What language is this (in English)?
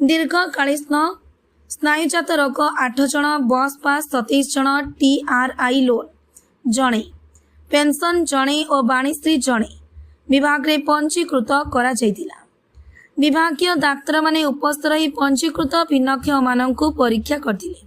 Odia